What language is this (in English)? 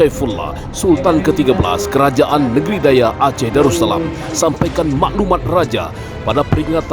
Achinese